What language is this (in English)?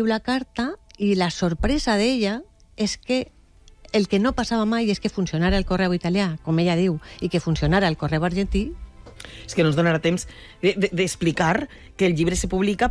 Catalan